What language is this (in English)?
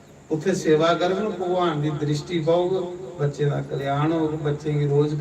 Dogri